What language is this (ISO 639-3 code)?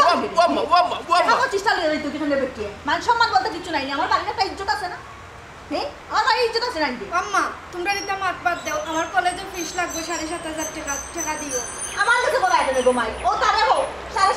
syl